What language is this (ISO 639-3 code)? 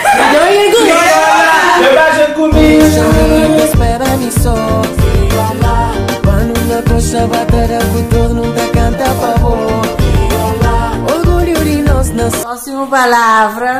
kea